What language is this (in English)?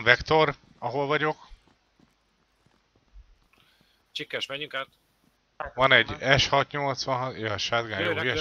Hungarian